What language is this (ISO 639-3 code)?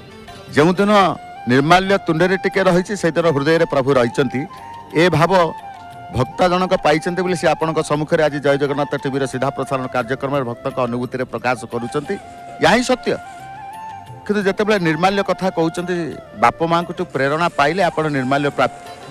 ori